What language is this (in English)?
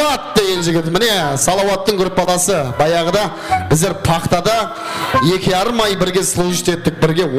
Kara-Kalpak